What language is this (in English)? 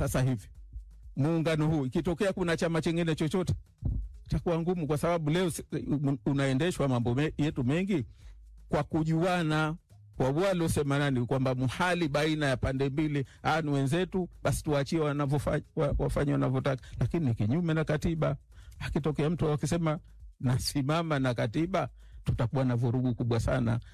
Swahili